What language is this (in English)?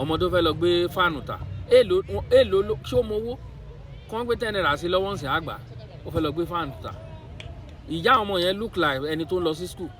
Yoruba